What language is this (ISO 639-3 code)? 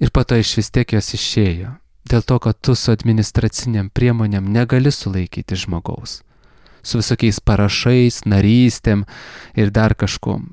lit